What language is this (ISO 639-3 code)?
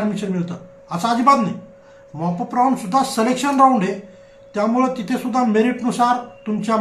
mar